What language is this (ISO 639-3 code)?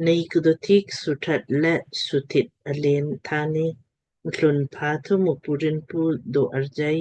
lmk